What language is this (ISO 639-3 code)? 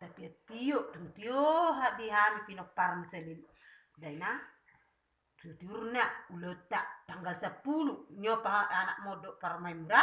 bbc